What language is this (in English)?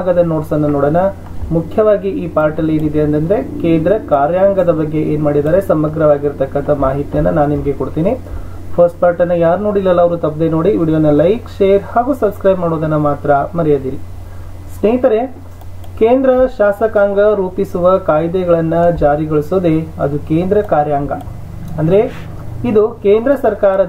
Kannada